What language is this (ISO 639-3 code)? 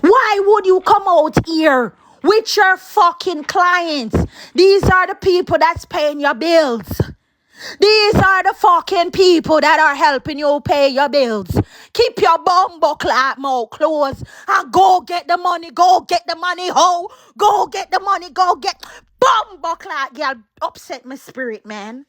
jam